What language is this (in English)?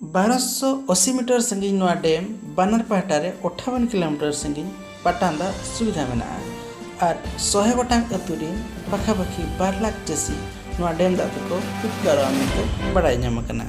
Santali